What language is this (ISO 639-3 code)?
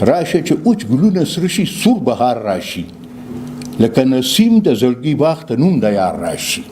pus